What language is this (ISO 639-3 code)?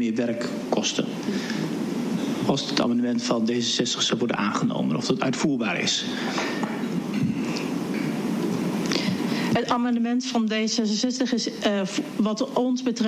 nld